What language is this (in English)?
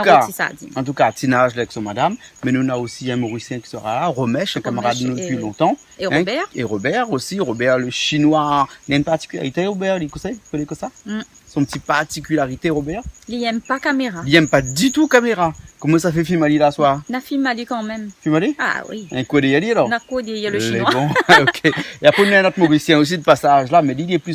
Réunion Creole French